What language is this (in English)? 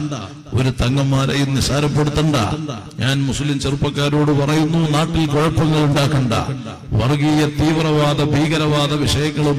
Malayalam